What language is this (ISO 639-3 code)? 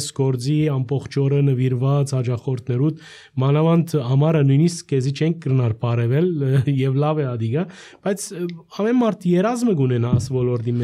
hye